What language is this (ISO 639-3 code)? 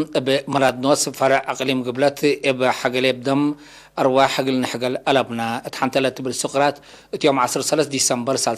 tig